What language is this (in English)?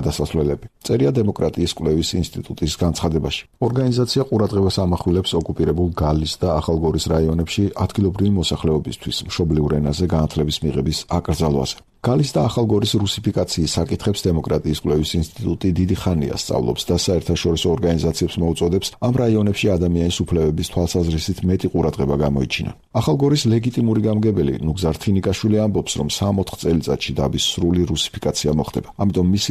Georgian